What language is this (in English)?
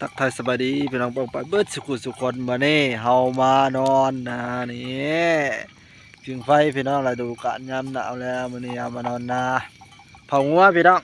Northeastern Thai